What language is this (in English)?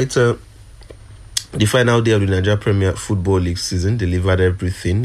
English